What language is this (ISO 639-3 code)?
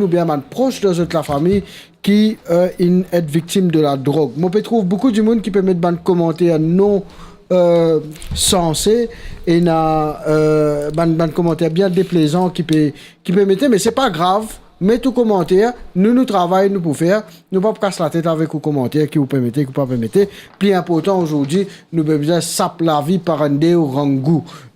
mfe